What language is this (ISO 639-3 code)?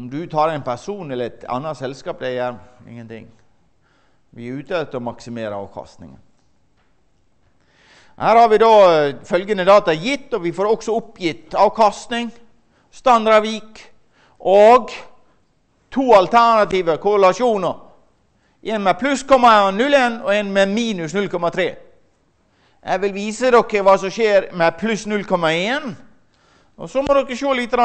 nor